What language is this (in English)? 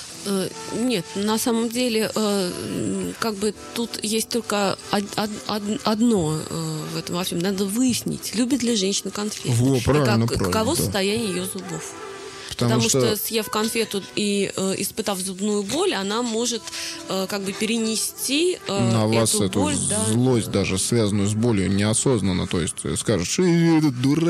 Russian